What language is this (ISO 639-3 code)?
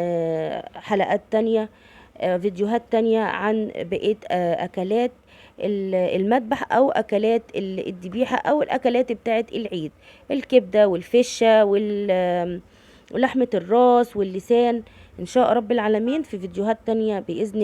arz